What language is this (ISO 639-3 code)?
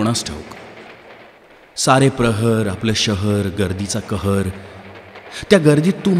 mar